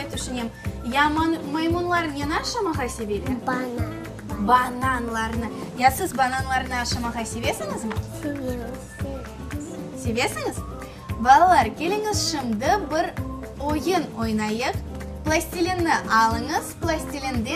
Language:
Crimean Tatar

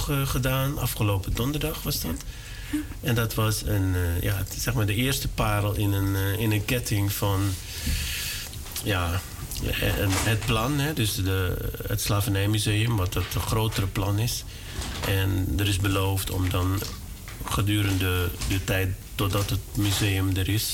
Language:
Dutch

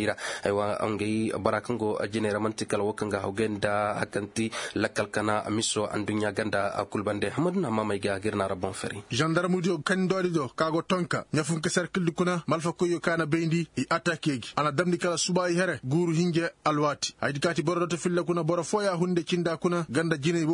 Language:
Koyraboro Senni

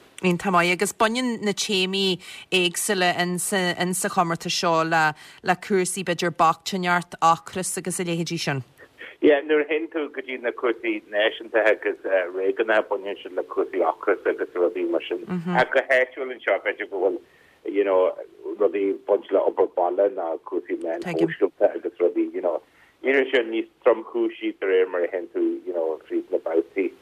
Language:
Irish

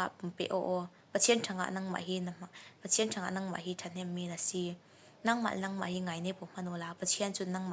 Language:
Falam Chin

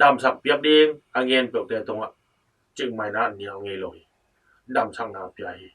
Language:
Tedim Chin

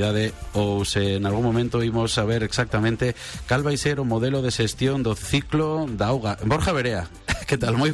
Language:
Galician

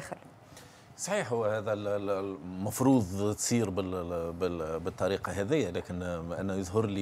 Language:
Tunisian Arabic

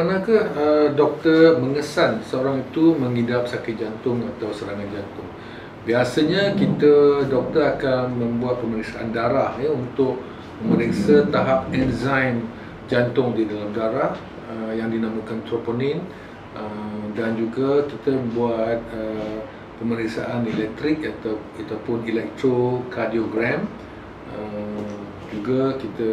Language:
Malay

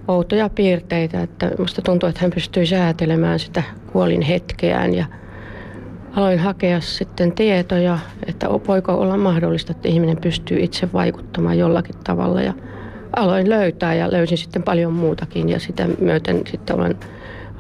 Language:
Finnish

